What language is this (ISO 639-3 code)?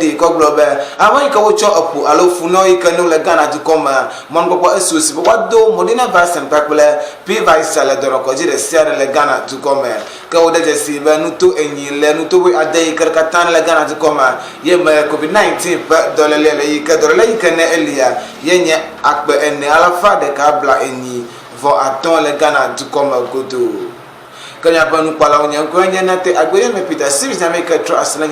ewe